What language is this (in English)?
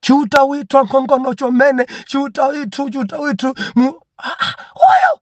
Nyanja